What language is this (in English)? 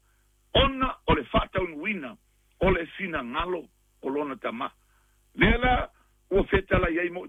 Samoan